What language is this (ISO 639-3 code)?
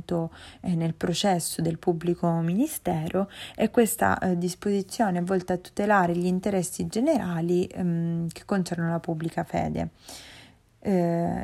ita